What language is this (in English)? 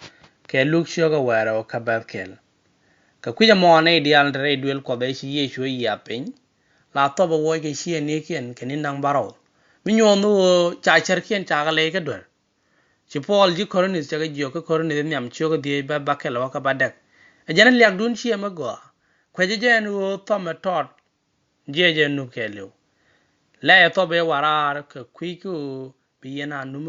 Nuer